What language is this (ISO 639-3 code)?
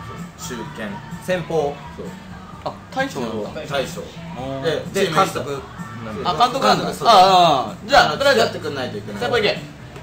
jpn